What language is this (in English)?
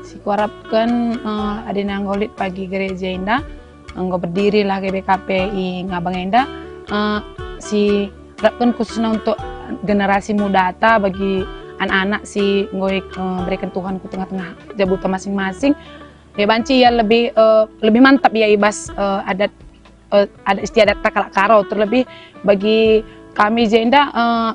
Batak Karo